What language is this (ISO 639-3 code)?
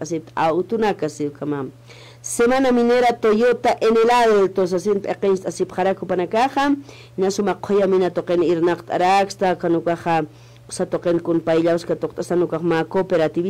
aym